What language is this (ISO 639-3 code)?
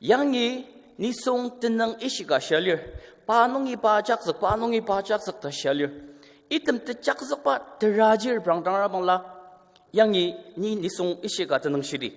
njo